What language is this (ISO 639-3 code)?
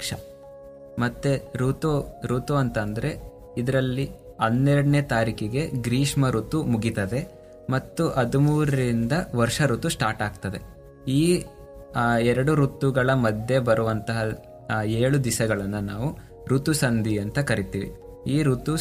kan